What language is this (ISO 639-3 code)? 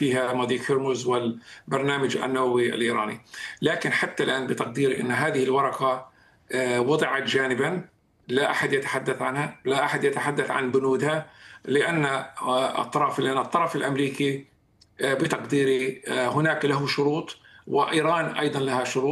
ara